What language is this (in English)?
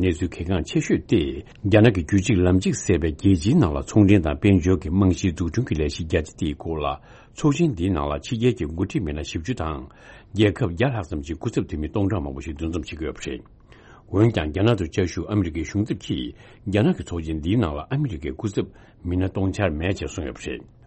Tibetan